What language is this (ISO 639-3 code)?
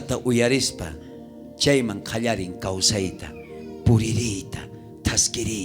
quh